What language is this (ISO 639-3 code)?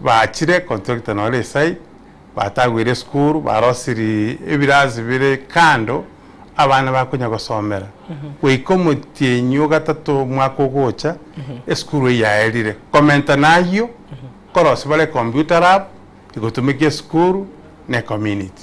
guz